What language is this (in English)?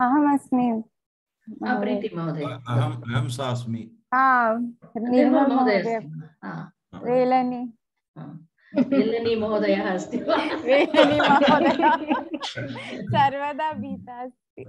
Sanskrit